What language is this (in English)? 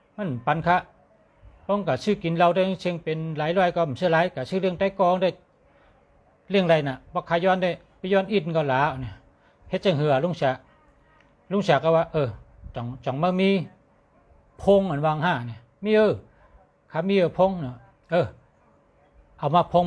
Shan